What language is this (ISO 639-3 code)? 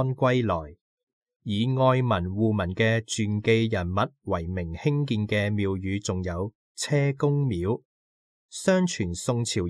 yue